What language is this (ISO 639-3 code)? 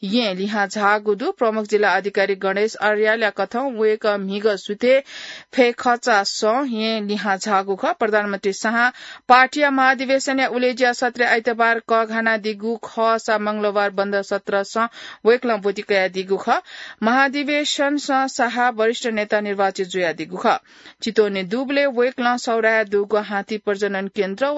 new